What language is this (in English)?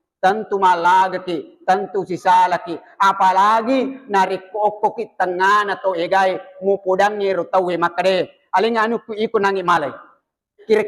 Buginese